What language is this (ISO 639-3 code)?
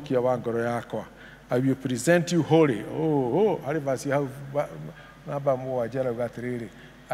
kik